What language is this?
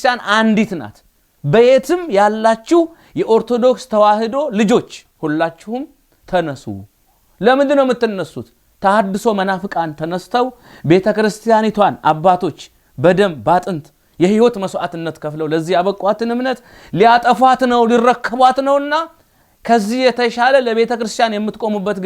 Amharic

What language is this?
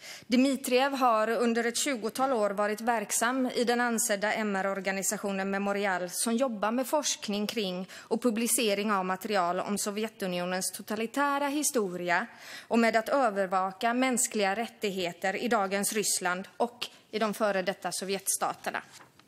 Swedish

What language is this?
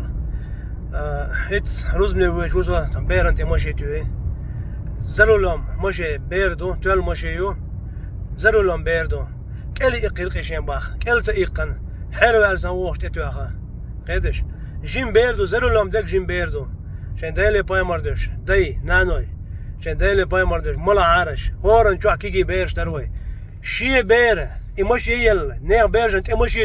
Chechen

